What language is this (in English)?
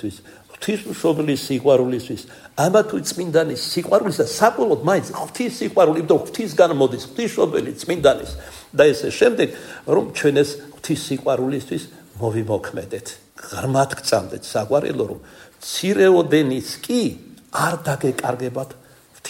Georgian